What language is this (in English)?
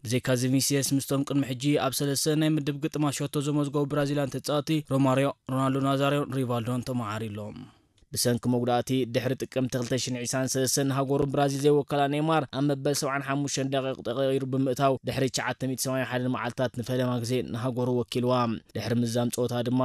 Tigrinya